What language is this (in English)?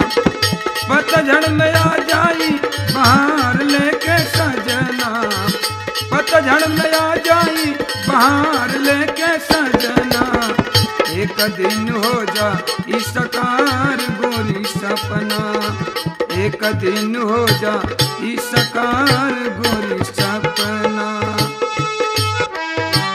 Bhojpuri